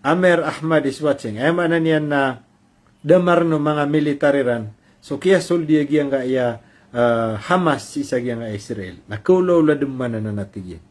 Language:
Maranao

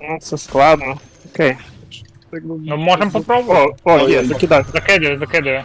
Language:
Rusyn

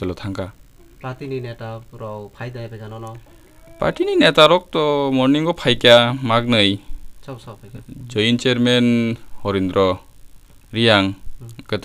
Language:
Riang (India)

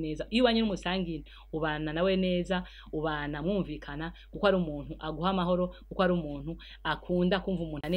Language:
Rundi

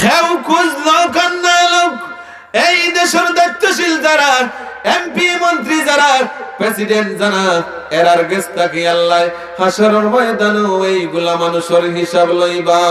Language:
Sylheti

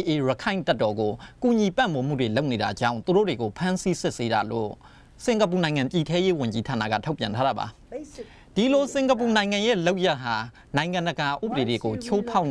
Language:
Burmese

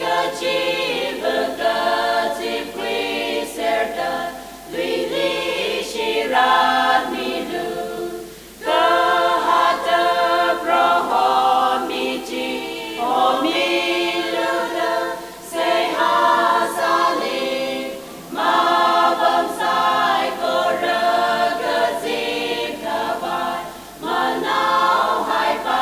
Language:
Tangkhul Naga (India)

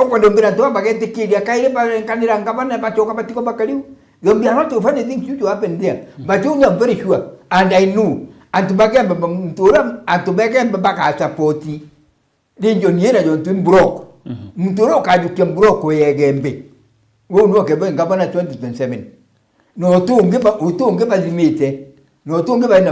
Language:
Meru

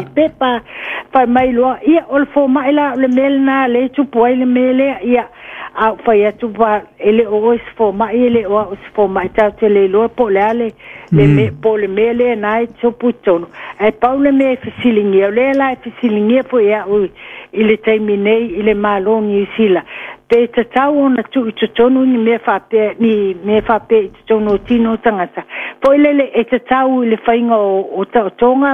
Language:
Samoan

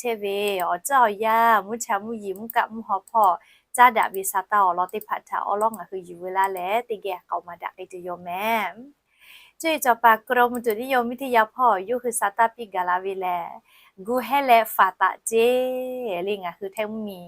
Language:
Lahu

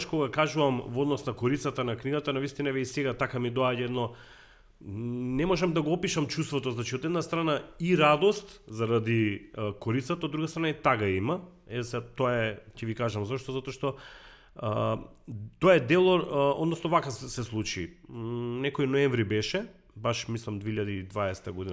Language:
Macedonian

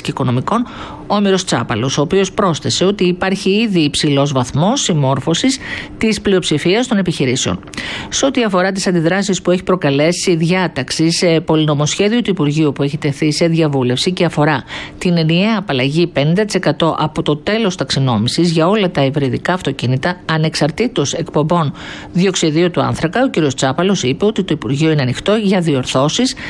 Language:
Greek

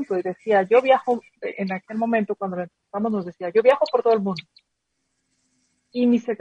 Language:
Spanish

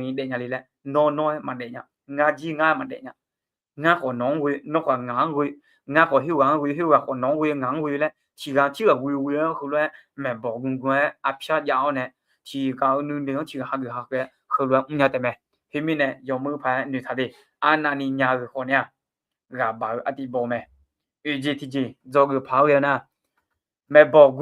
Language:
Akha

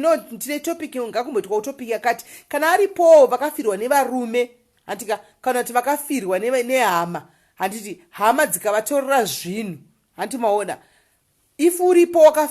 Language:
Shona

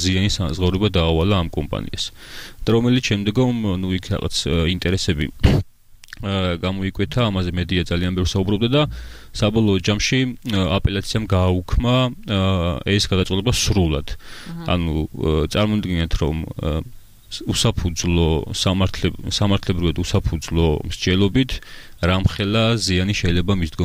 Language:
Georgian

